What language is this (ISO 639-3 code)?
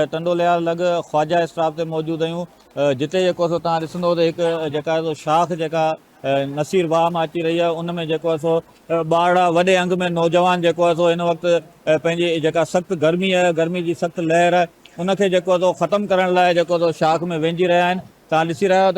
snd